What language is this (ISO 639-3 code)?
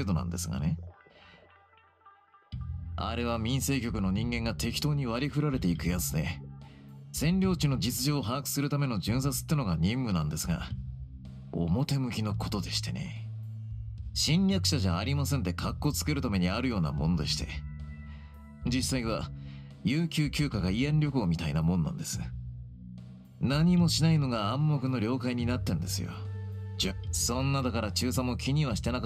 jpn